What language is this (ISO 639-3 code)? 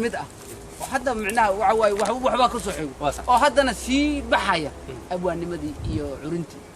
som